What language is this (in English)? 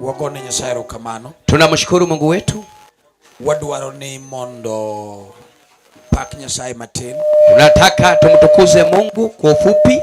Luo (Kenya and Tanzania)